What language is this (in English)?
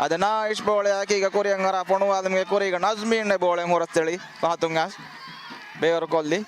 Divehi